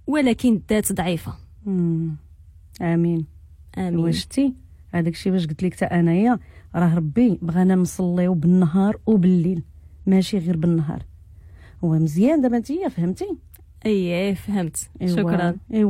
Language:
Moroccan Arabic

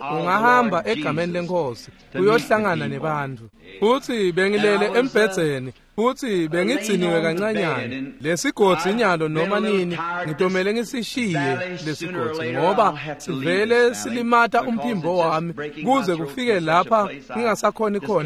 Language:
Swati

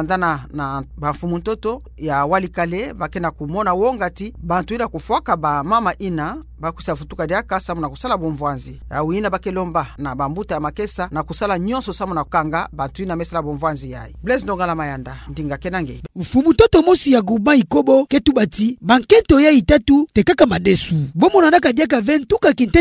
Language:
Kituba (Democratic Republic of Congo)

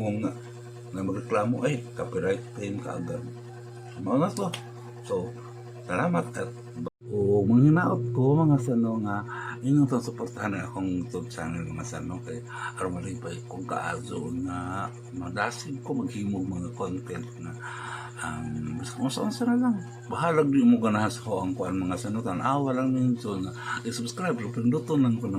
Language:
Cebuano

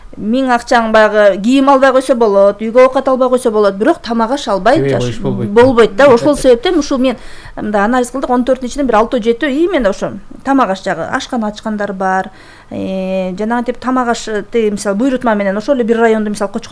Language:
Kyrgyz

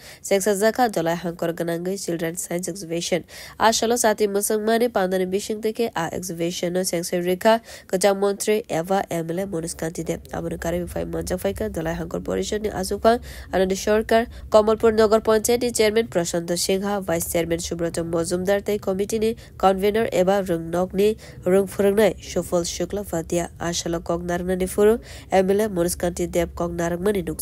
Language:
Kok Borok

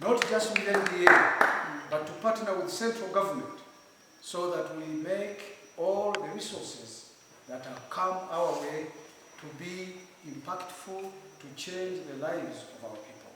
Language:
Nyankole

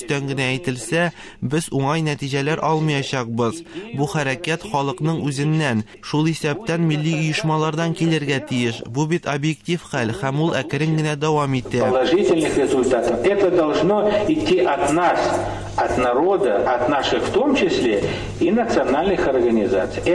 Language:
Tatar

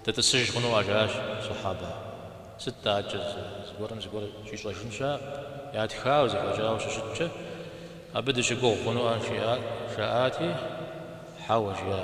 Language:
Kabardian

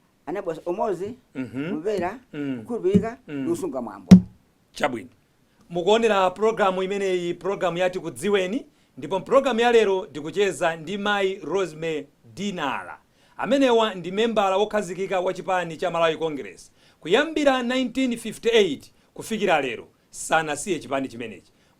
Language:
Nyanja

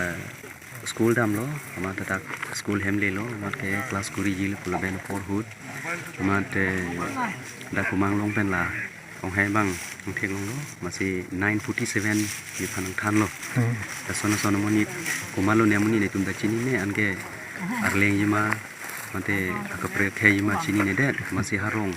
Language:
Karbi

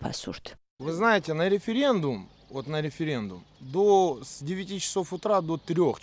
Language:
Georgian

